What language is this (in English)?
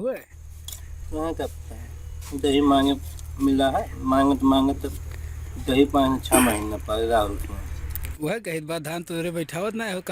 Awadhi